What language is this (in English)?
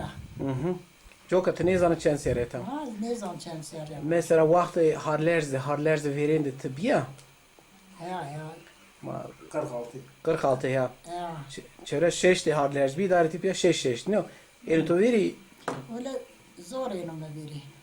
Zaza